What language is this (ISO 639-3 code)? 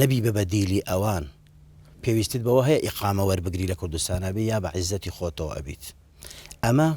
ckb